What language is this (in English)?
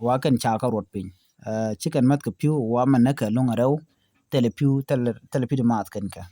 Nuer